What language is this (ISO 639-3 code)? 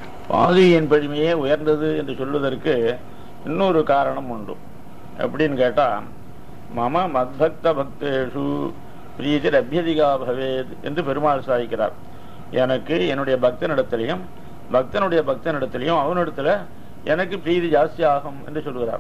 tam